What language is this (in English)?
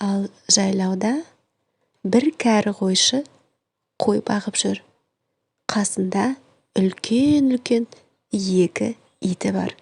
Kazakh